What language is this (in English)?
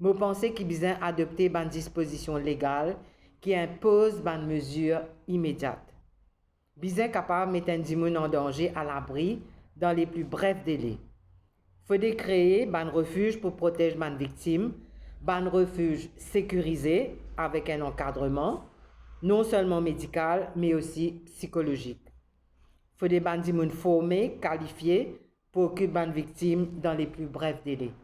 Morisyen